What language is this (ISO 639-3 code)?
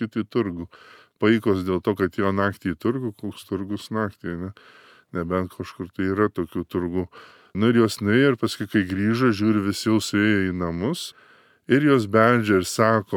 lit